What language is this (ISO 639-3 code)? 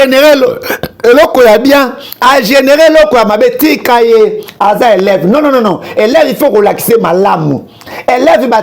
lin